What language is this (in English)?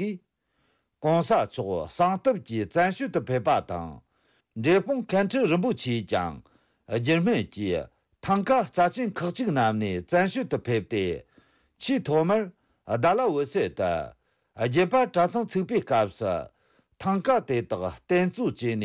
Tibetan